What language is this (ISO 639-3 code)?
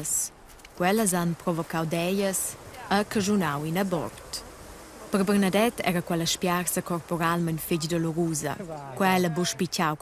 roh